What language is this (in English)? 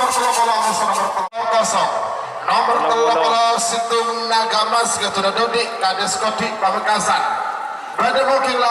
Madurese